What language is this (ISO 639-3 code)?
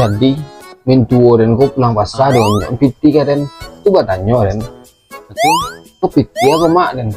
min